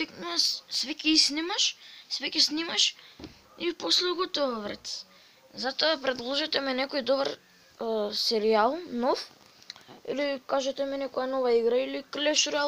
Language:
Macedonian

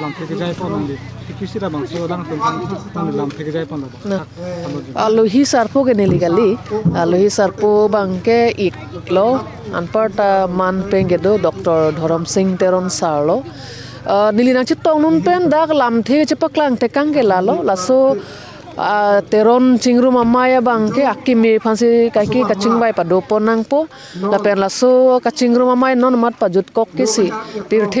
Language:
Karbi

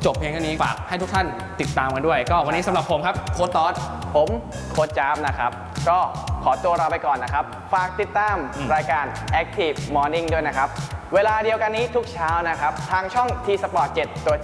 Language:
Thai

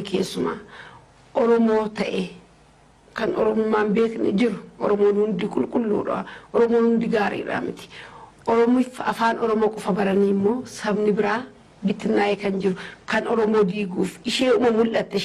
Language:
Oromo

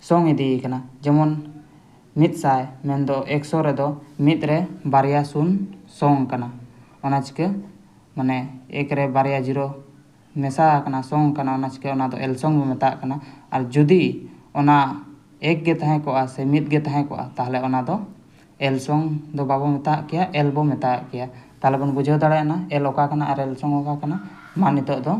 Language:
Santali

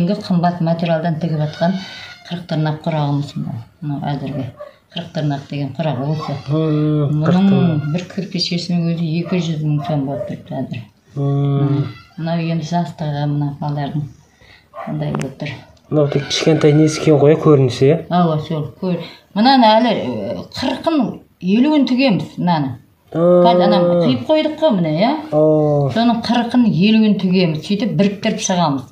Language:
Kazakh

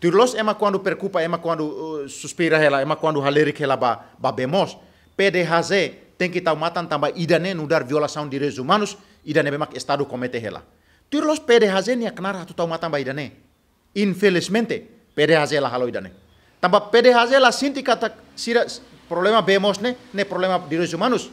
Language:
Tetum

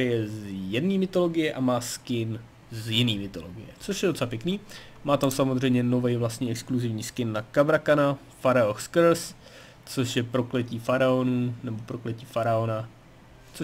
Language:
Czech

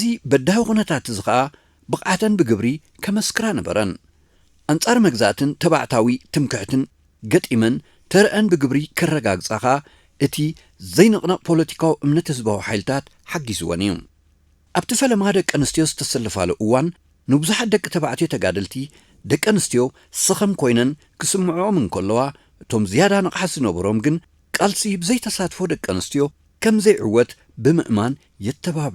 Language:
Tigrinya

